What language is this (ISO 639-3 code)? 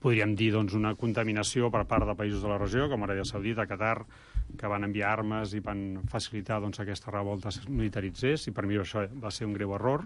cat